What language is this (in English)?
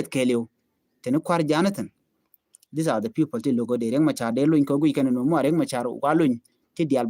Nuer